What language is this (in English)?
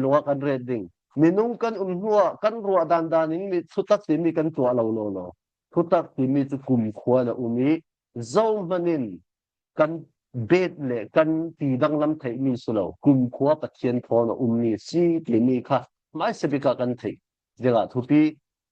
Falam Chin